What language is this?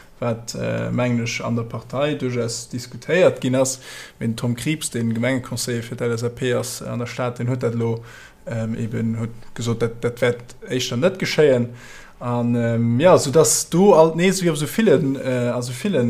Luxembourgish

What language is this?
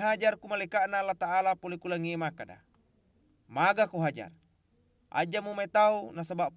Buginese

